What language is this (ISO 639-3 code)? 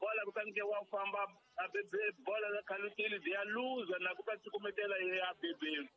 tso